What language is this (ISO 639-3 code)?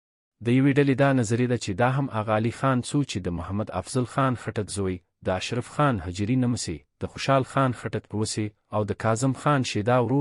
pus